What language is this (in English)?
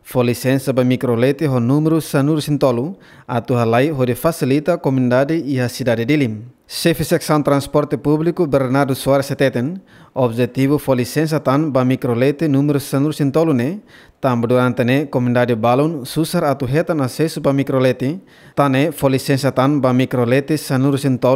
Tetum